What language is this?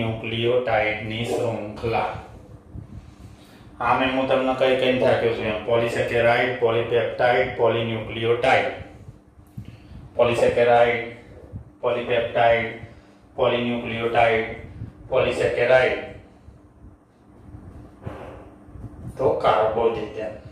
Gujarati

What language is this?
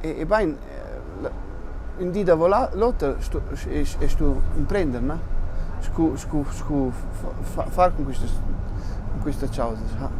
Romansh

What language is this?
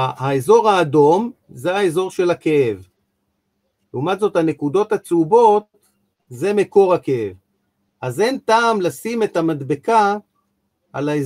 Hebrew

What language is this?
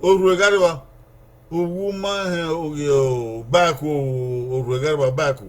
Bini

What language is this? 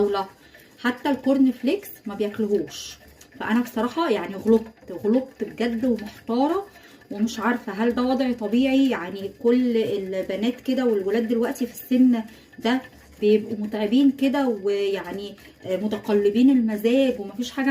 Egyptian Arabic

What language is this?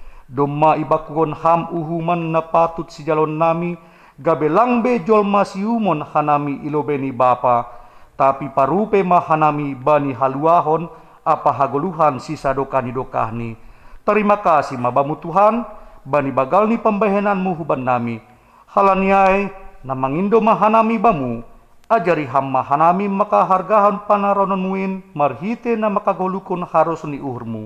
Batak Simalungun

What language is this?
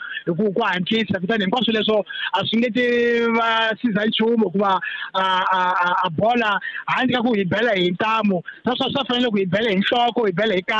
Tsonga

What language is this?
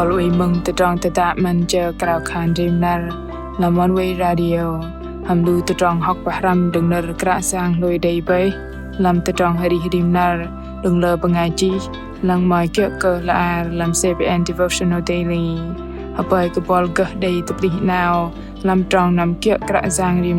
Bahnar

